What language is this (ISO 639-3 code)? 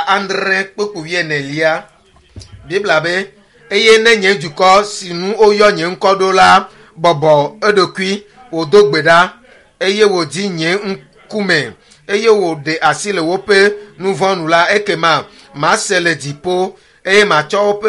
ewe